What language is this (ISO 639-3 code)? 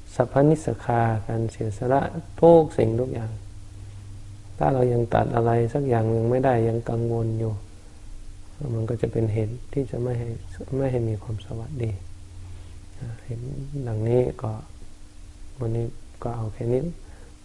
tha